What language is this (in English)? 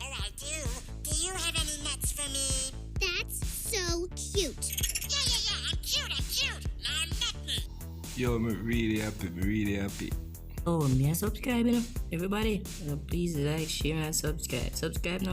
Jamaican Creole English